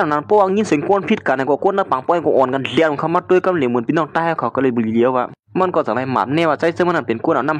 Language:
Shan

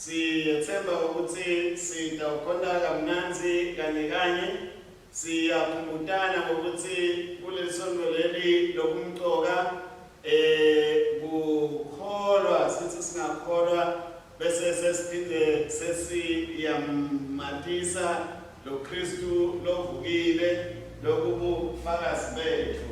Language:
Swati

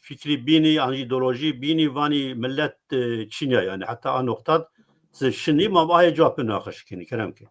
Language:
Zaza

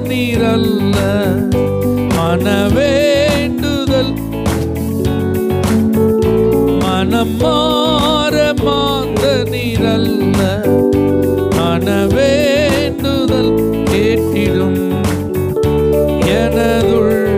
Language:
Tamil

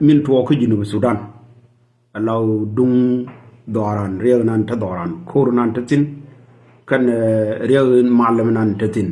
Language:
Nuer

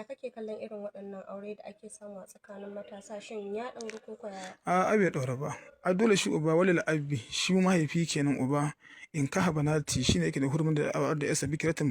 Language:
Hausa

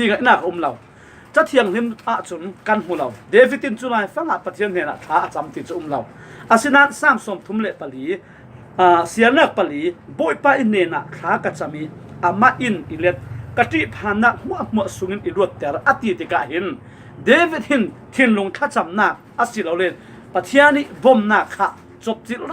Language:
Falam Chin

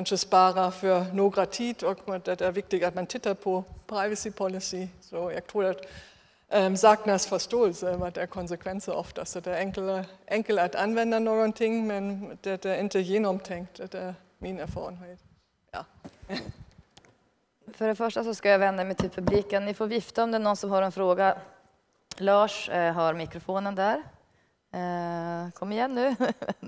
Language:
Swedish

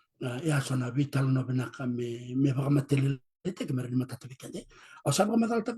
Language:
Fijian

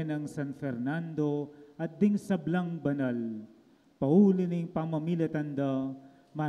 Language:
Pampanga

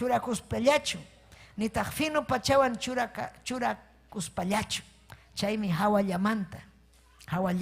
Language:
Ayacucho Quechua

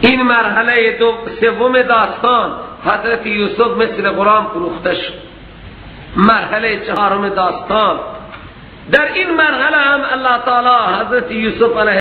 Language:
Persian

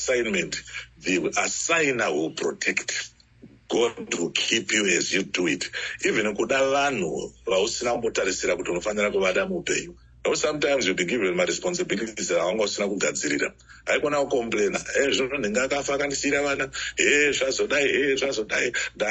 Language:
Shona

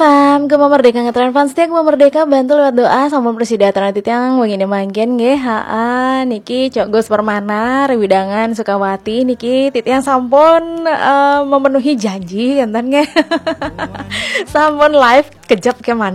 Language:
Balinese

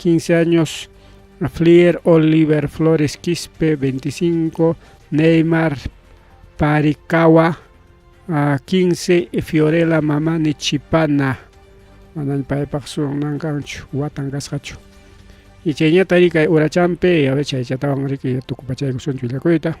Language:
Ayacucho Quechua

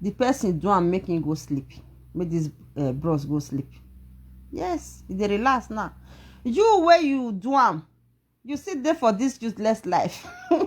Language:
Nigerian Pidgin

